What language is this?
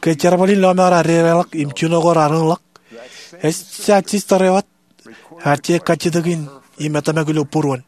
Marshallese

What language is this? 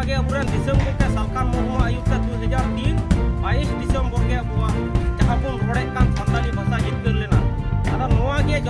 Santali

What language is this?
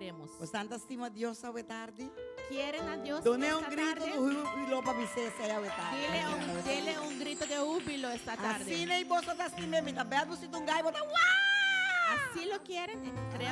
Papiamento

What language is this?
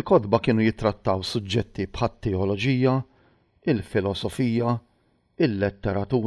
Maltese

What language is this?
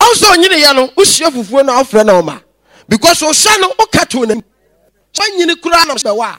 Akan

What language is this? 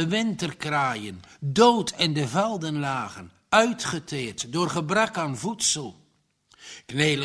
Dutch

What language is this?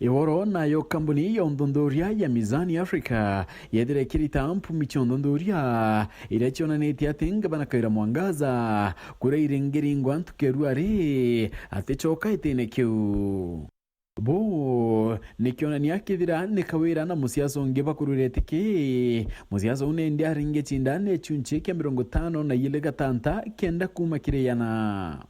Meru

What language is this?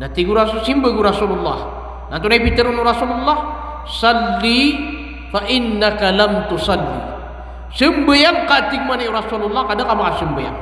Maranao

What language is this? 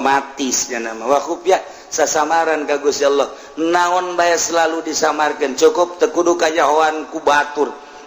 Sundanese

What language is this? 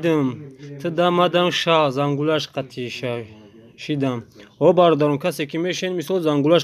Tajik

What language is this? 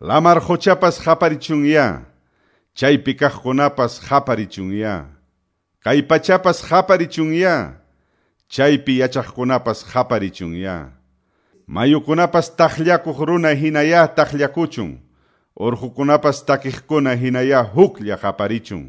Quechua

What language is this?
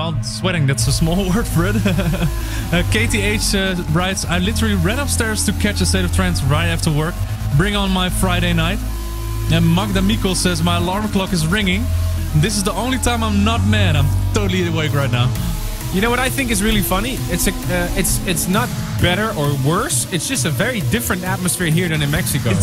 English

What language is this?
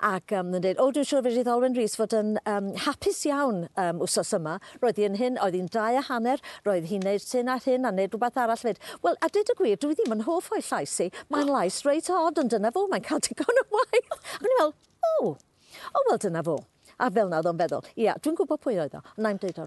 Welsh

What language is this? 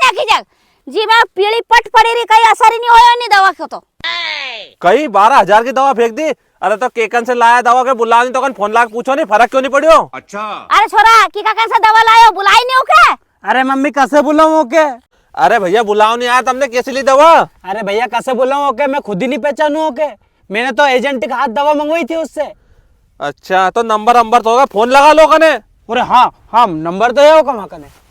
Rajasthani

